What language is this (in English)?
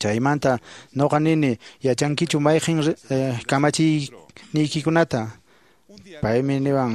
Quechua